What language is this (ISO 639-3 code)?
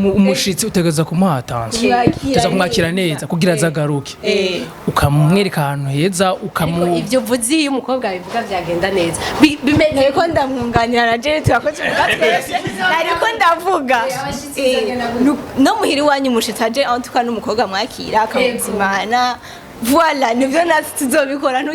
run